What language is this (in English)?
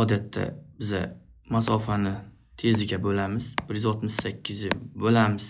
Uzbek